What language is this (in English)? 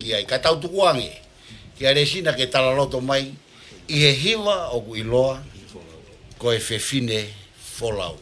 Tongan